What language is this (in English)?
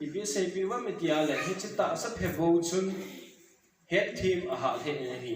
Thado Chin